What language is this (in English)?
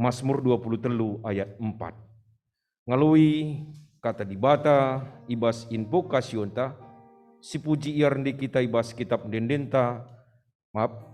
Batak Karo